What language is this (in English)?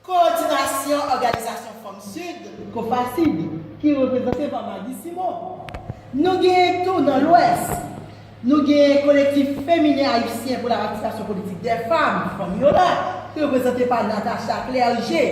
Haitian Creole